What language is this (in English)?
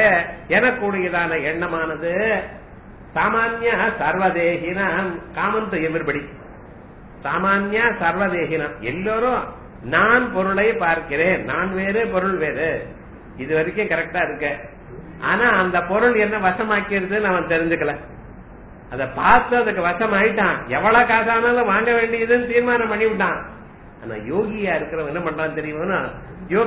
Tamil